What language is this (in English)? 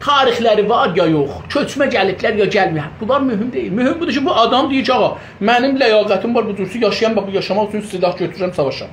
South Azerbaijani